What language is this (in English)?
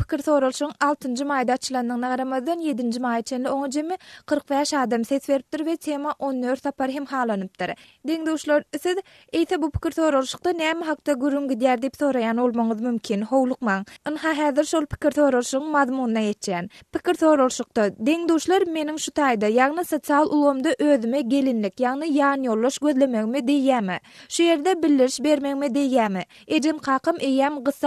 Turkmen